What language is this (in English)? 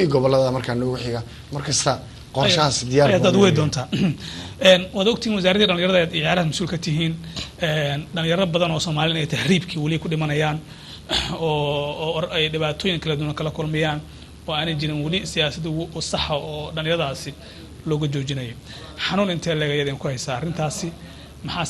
Somali